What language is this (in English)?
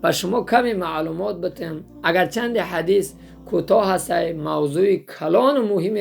Tajik